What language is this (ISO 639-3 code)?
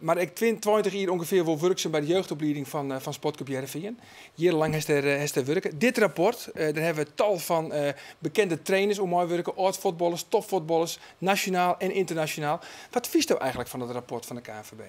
fry